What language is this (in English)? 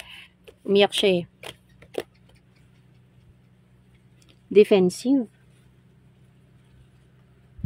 Filipino